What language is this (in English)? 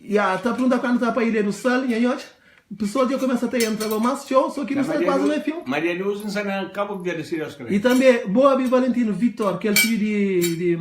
Kabuverdianu